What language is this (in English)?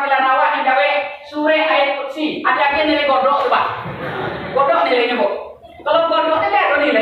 Minangkabau